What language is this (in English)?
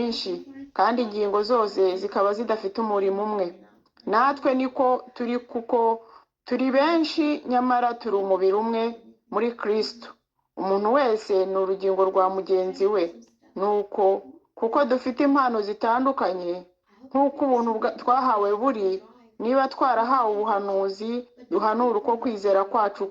Kinyarwanda